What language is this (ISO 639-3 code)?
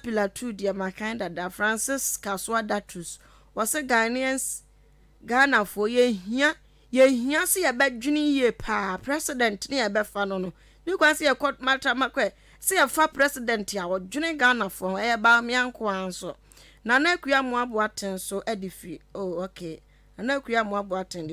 aka